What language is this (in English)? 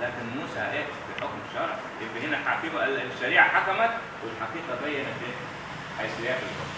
Egyptian Arabic